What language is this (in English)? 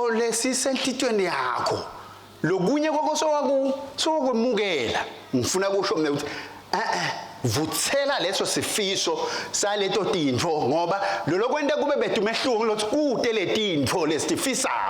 Swati